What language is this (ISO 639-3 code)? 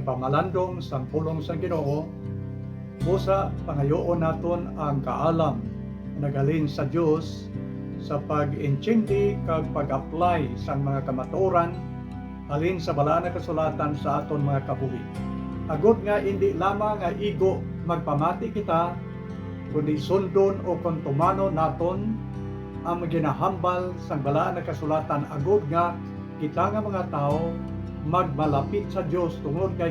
hil